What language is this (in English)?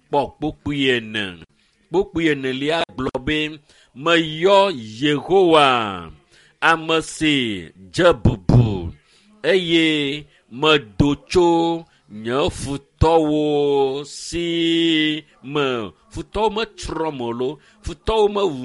Ewe